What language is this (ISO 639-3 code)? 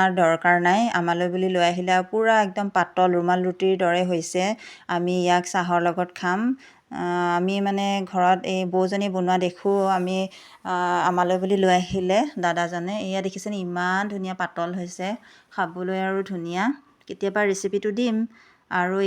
asm